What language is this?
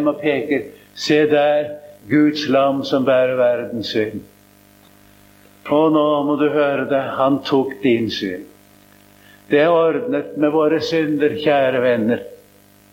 Norwegian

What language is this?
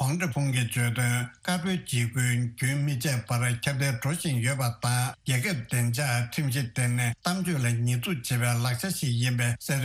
Tibetan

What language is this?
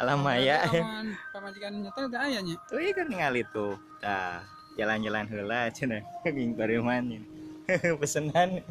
Sundanese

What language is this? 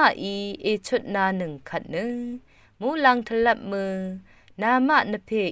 Rawang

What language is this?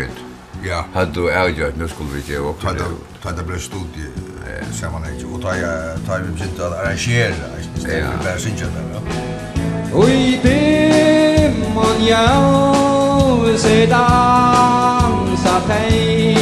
Faroese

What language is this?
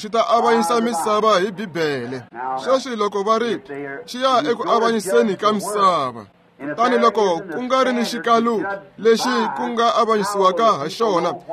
Tsonga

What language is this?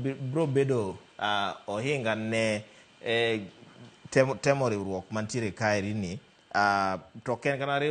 Luo (Kenya and Tanzania)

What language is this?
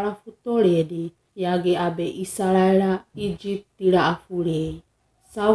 Wagawaga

